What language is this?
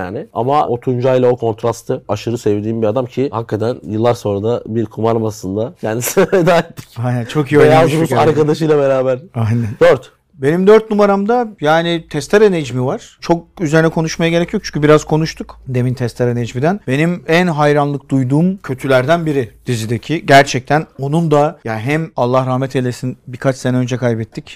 Turkish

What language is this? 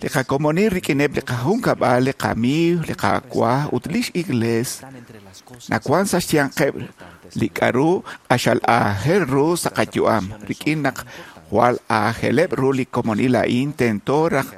Kekchí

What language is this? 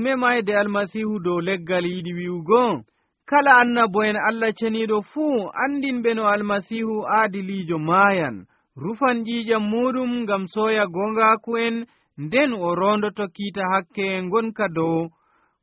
Nigerian Fulfulde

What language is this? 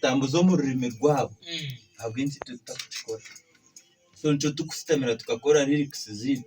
Nyankole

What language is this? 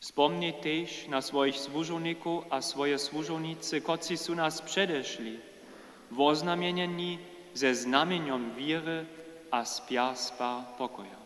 Upper Sorbian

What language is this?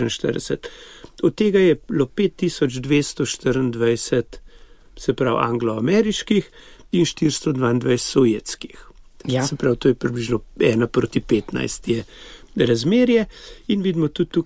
Slovenian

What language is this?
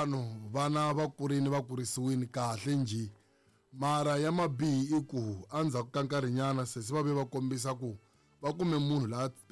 Tsonga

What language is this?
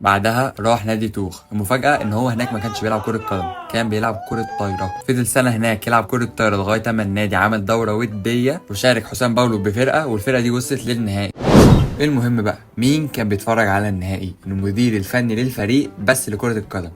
Egyptian Arabic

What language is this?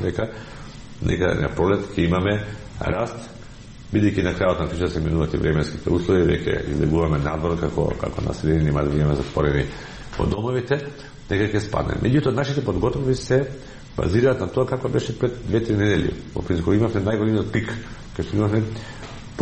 Macedonian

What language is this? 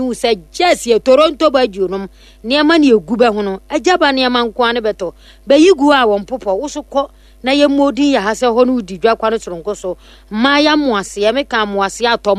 Akan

